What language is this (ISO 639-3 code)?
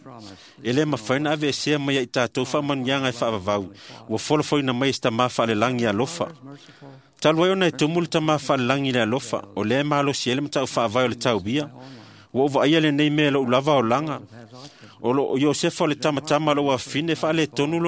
smo